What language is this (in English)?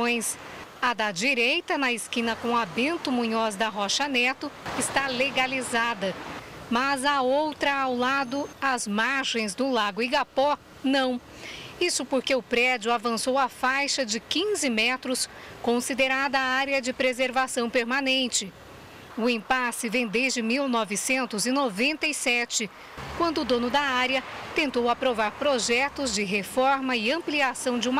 Portuguese